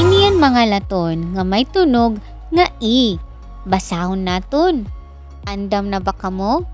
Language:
Waray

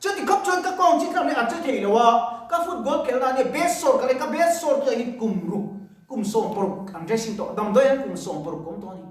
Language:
Mizo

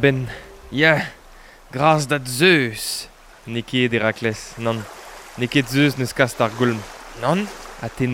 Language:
Breton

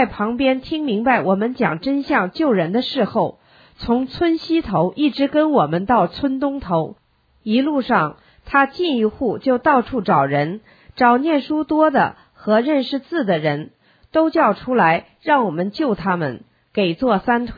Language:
Chinese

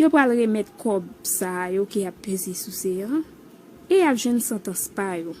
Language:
Haitian Creole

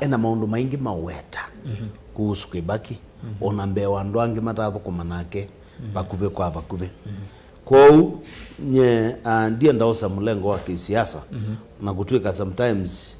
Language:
Kamba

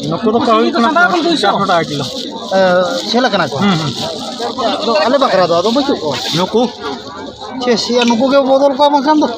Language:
Santali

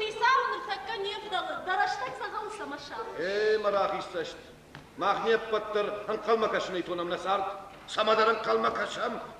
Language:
Ossetic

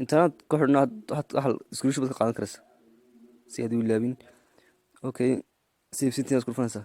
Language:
Somali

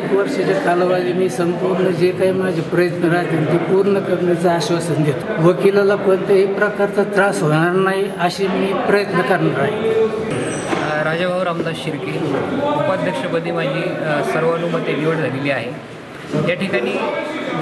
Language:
Marathi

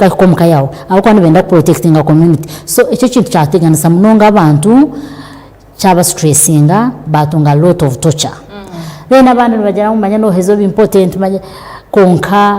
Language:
Nyankole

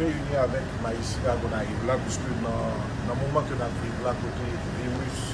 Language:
Haitian Creole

